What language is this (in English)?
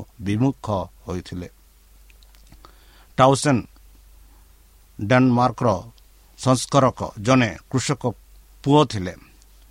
Odia